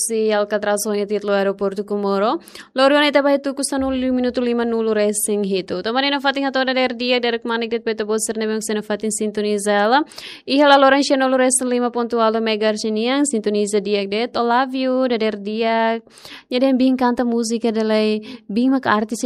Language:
Tetum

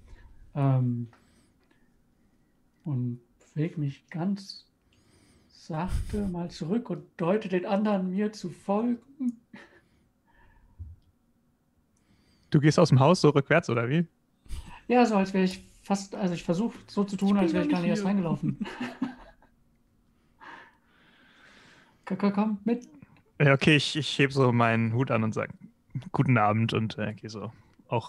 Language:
German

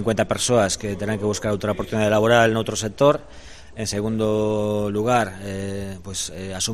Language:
Galician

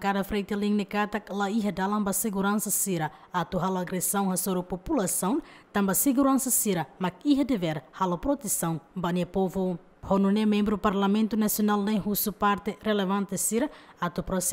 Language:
Tetum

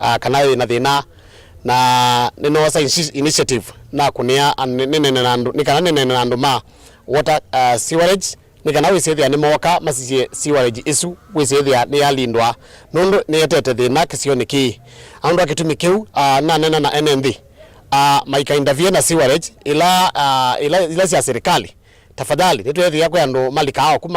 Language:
Kamba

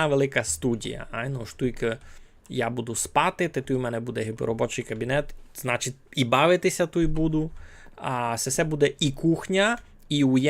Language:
Rusyn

